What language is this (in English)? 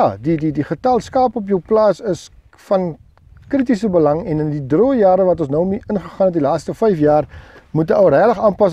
Afrikaans